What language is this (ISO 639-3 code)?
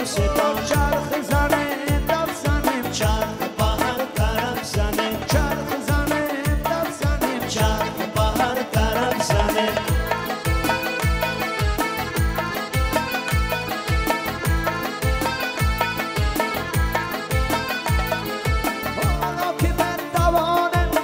fas